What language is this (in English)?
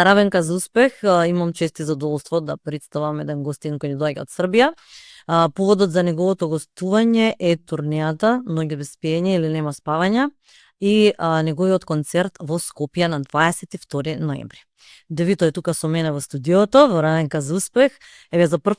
Macedonian